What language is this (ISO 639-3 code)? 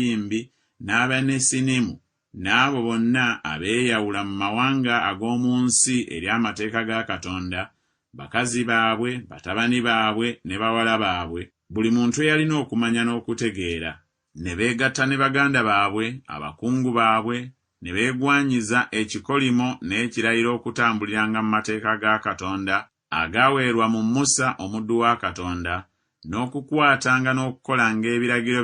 lug